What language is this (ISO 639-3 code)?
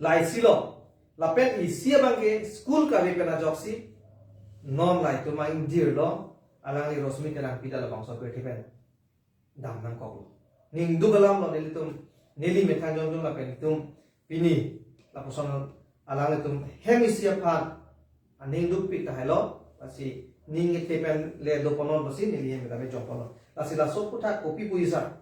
mjw